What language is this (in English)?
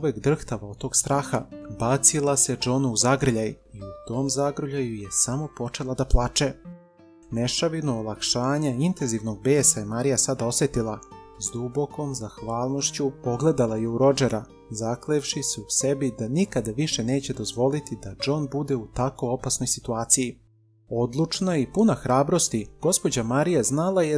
Serbian